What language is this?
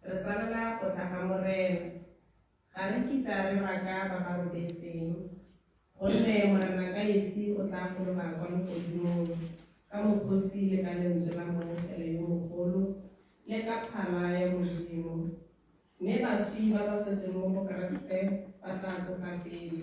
Tswana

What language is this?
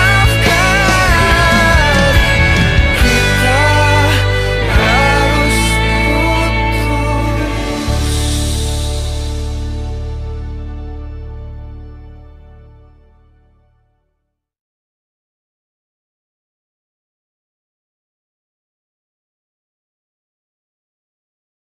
Indonesian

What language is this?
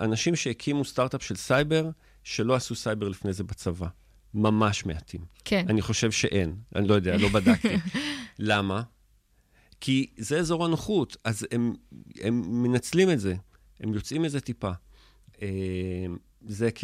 Hebrew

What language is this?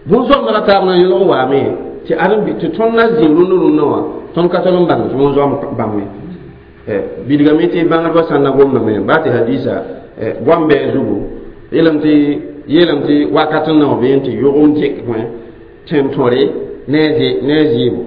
Mossi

